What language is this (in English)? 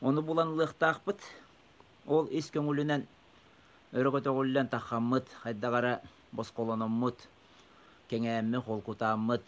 Yakut